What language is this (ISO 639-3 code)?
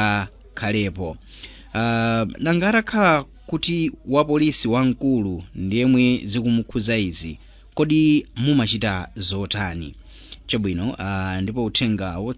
nya